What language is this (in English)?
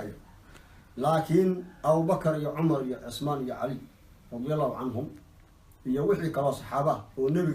Somali